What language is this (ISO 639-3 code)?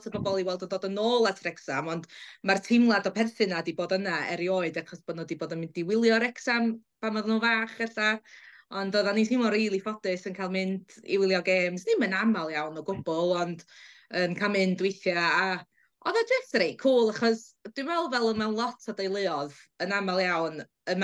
cym